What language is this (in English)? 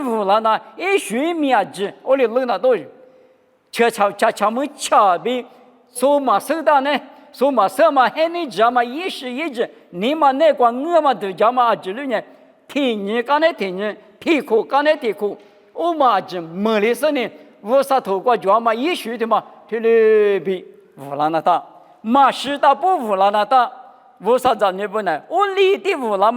Lisu